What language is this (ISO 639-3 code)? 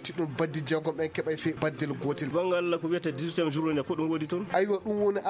ful